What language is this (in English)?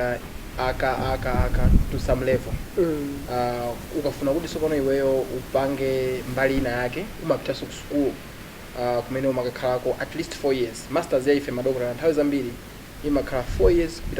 Nyanja